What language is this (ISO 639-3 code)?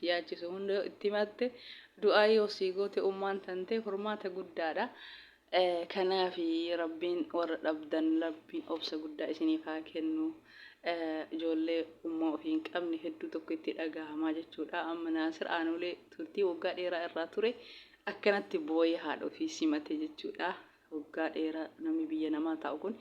orm